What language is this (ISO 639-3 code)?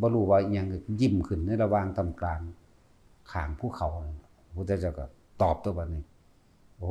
lao